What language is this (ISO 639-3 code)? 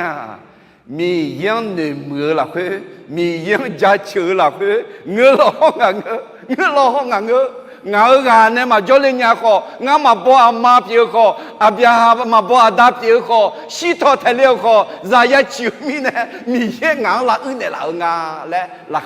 ahk